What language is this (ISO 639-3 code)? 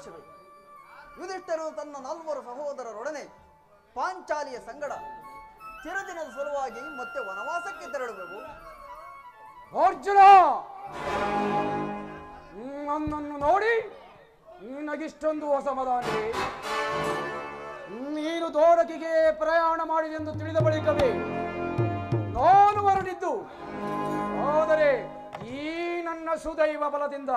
kan